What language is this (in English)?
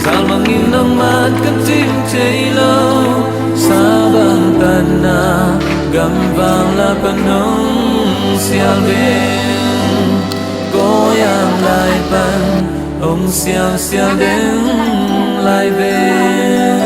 Paite Chin